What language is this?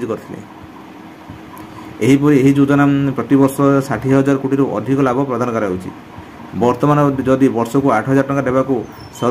Odia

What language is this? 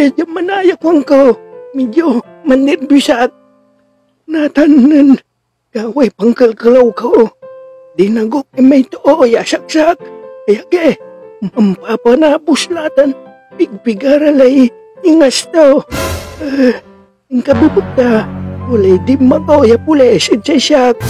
Pangasinan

